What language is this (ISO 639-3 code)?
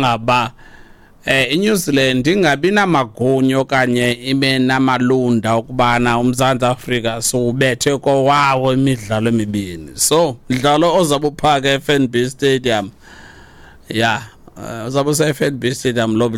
xho